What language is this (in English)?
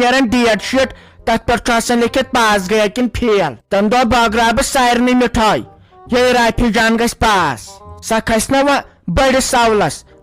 Kashmiri